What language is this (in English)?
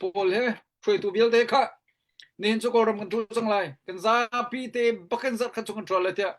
Hakha Chin